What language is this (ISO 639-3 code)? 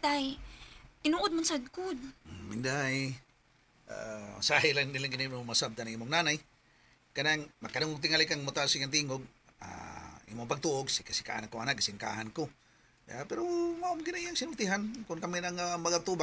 ceb